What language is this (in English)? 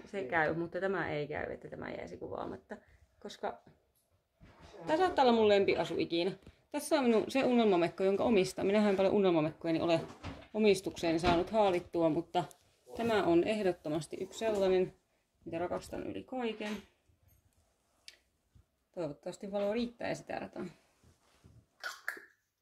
Finnish